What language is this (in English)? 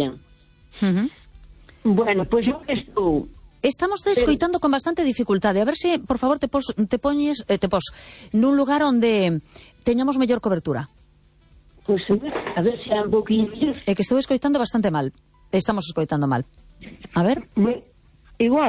Galician